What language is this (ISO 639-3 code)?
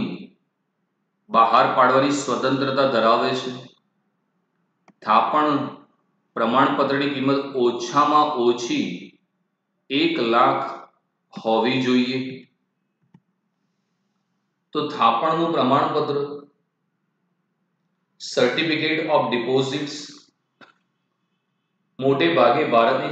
guj